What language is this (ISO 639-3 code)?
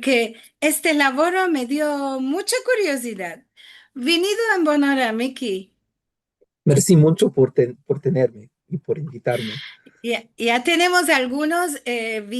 lad